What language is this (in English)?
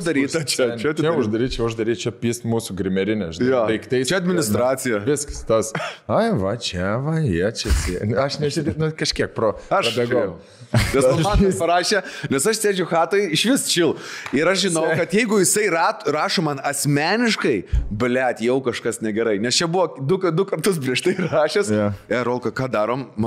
Lithuanian